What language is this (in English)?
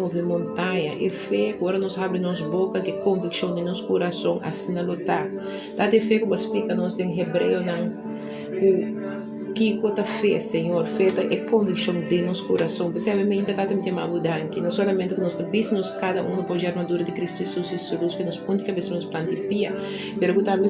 Papiamento